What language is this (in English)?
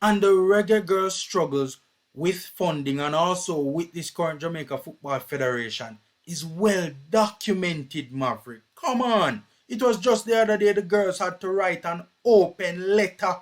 Jamaican Creole English